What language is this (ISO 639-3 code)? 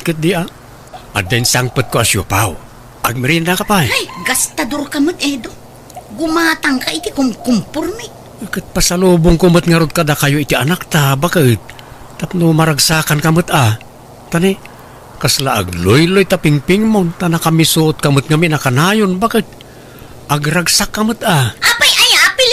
ilo